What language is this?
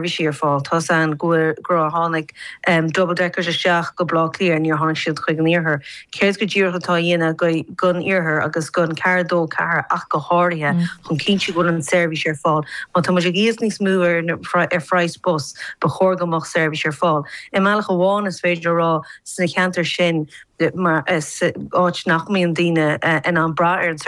Irish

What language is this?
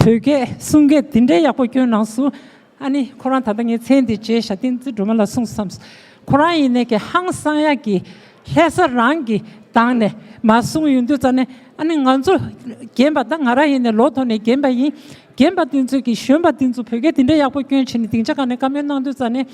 Tibetan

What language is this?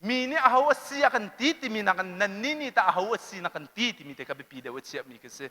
Hakha Chin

